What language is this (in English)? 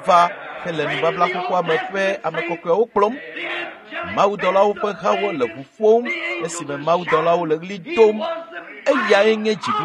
Ewe